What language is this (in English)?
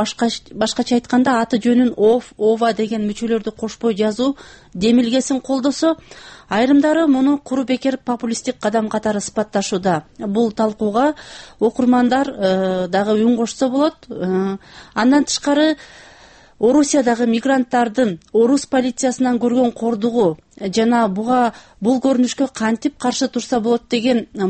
Kyrgyz